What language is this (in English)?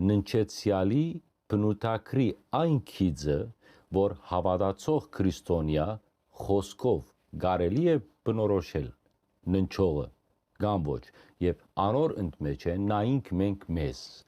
Western Armenian